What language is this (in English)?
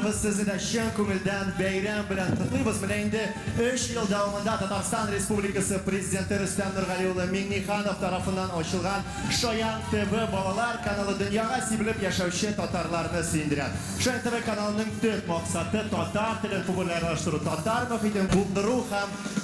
Tatar